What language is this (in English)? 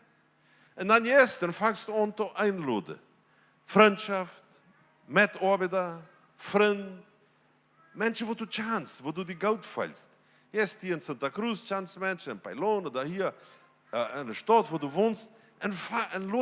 Plautdietsch